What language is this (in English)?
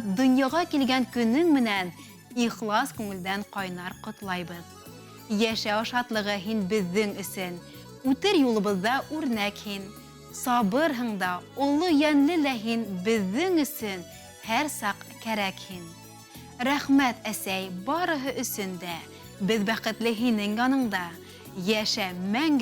Bashkir